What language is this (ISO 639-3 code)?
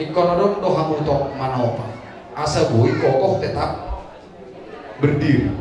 bbc